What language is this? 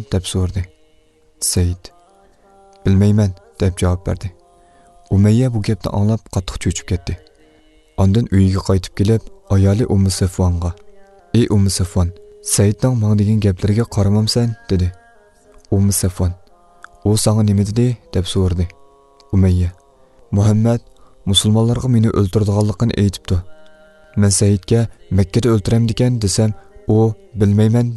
Uyghur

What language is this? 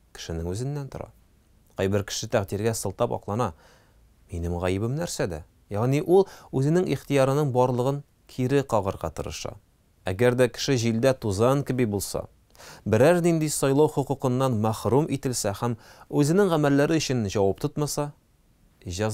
Tatar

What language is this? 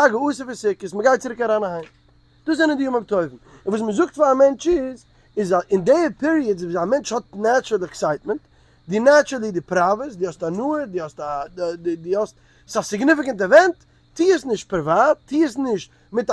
Yiddish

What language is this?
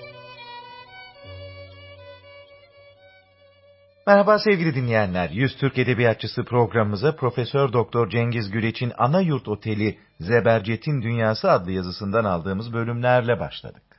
Turkish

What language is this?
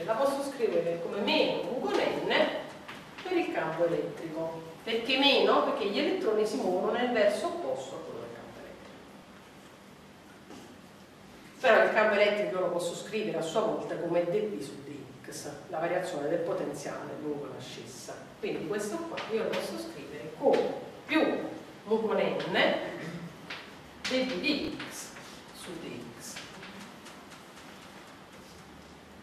Italian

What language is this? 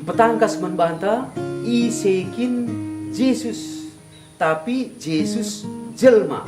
Batak Karo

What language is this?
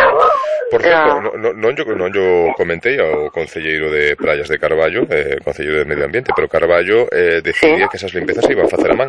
Galician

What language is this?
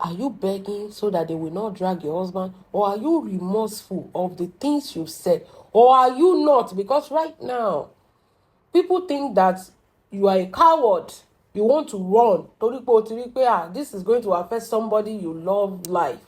Yoruba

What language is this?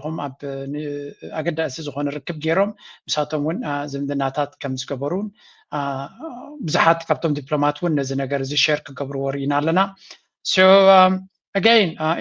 Tigrinya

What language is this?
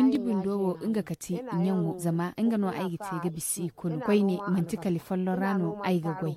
Zarma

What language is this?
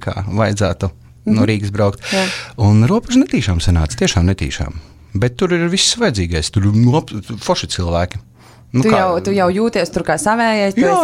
Latvian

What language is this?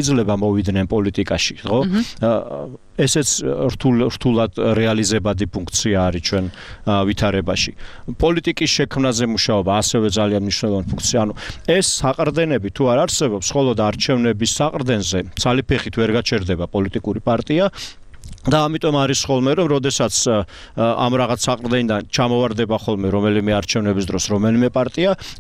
Georgian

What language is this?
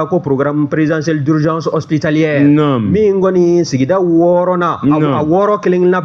Bambara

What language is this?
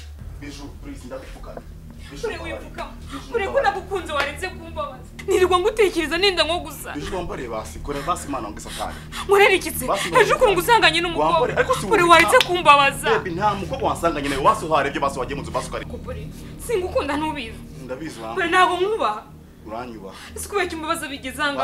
Kinyarwanda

